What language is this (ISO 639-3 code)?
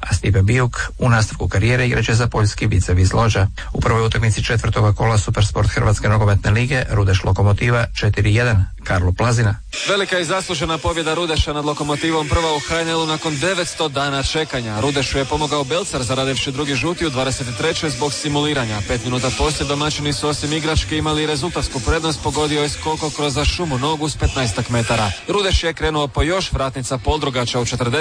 hrv